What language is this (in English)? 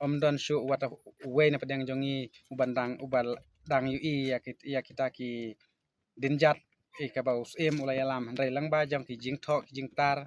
Khasi